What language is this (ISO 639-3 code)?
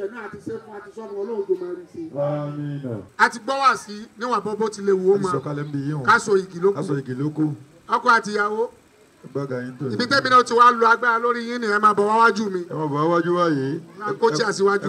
yor